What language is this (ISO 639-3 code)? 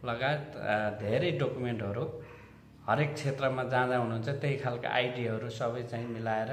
nep